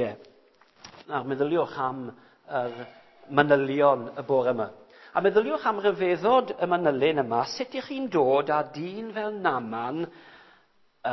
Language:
Welsh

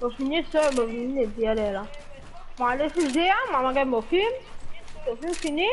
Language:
Morisyen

